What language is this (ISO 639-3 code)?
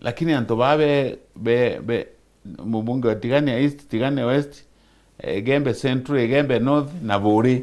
mer